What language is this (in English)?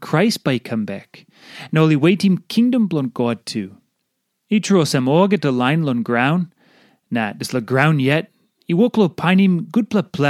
Tok Pisin